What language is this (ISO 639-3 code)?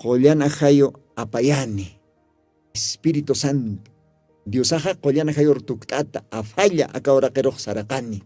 aym